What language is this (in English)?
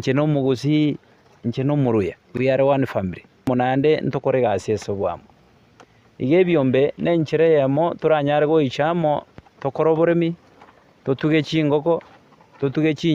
Gusii